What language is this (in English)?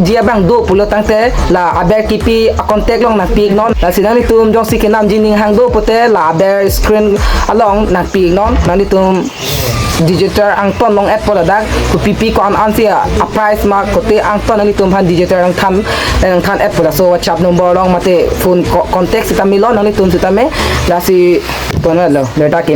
Karbi